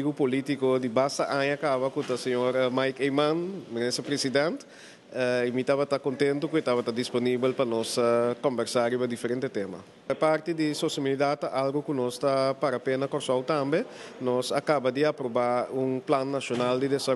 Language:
Papiamento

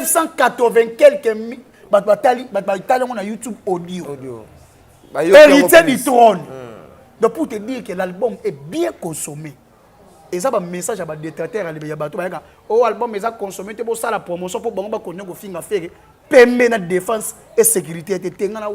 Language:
Lingala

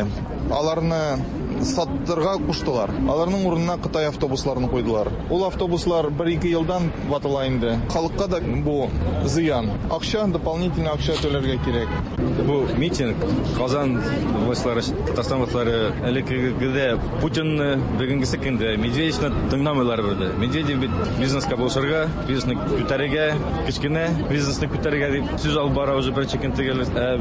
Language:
Tatar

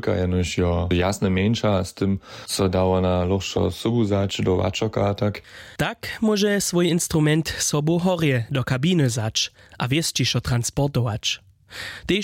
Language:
Upper Sorbian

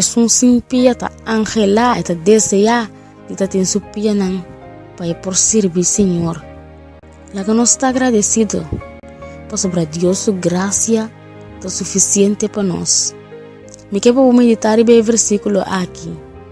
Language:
Papiamento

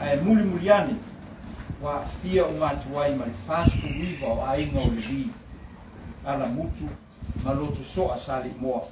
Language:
Samoan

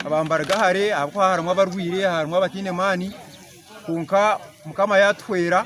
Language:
Nyankole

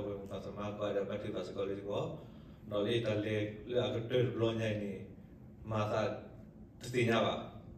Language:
S'gaw Karen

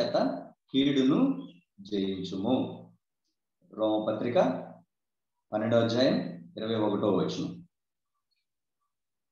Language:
Telugu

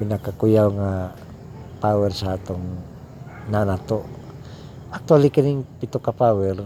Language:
Cebuano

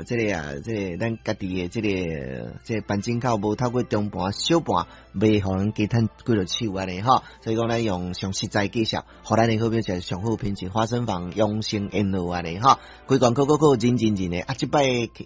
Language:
Min Nan Chinese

